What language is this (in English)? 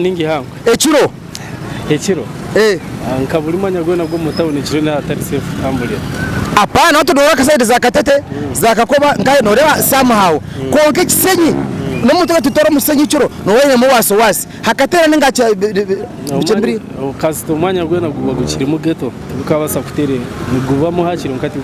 Nyankole